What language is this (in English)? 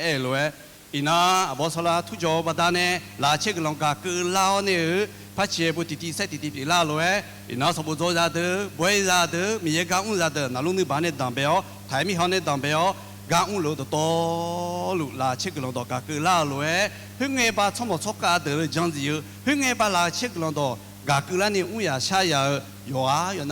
Akha